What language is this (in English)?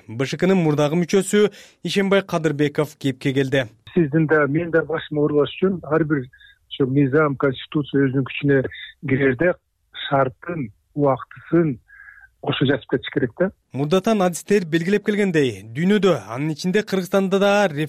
Kyrgyz